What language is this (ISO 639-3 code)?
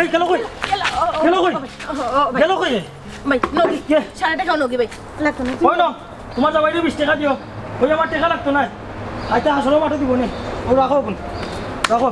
syl